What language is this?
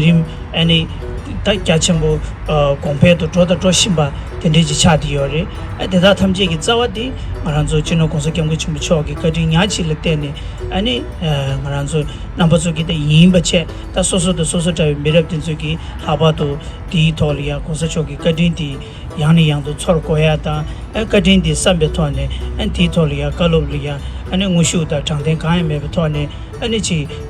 Tibetan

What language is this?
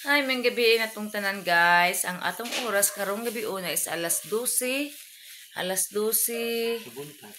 Cebuano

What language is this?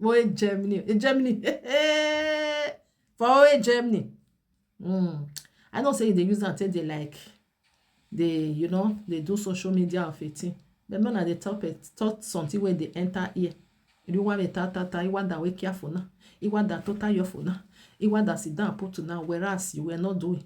Nigerian Pidgin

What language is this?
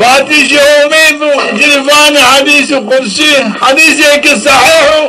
Zaza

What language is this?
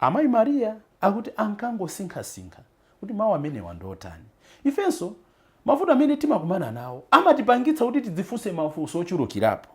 Nyanja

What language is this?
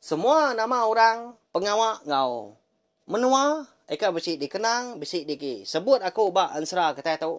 Iban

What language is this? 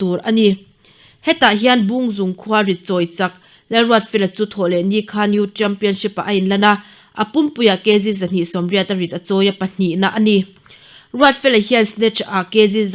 Mizo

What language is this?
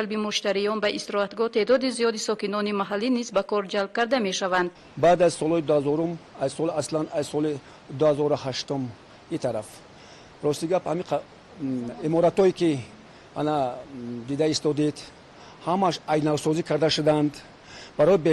Tajik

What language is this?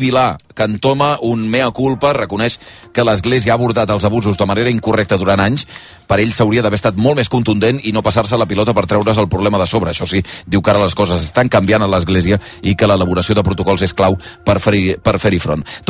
Catalan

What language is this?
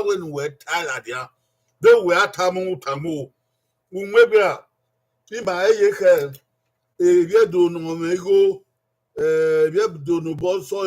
Bini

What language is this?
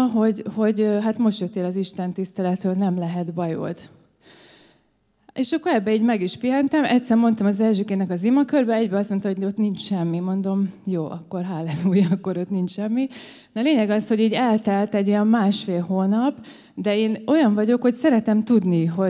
Hungarian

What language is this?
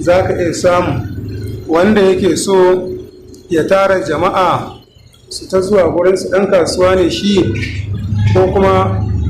Hausa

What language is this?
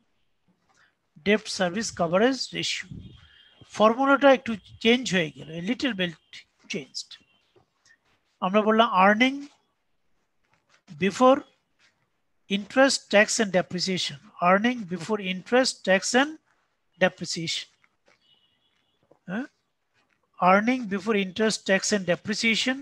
Bangla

